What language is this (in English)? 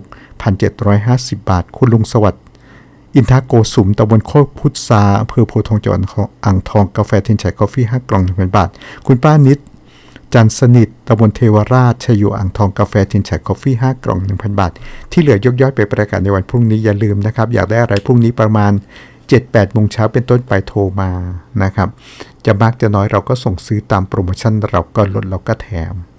Thai